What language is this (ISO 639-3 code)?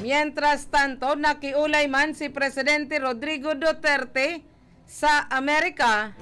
bik